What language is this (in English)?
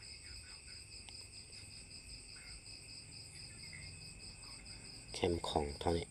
Lao